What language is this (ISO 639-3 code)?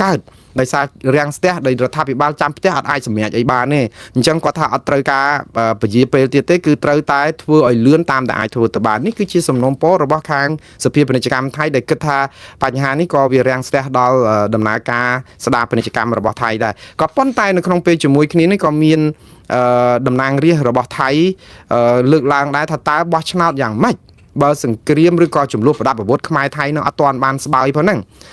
khm